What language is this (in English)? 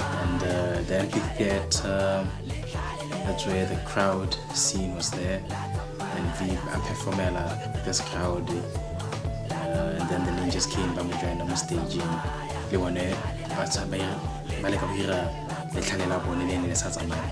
Tswana